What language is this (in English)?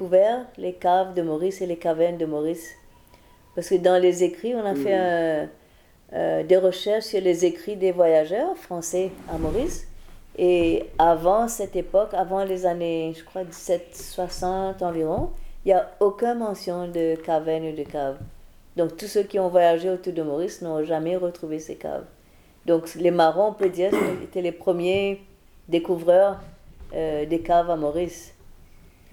French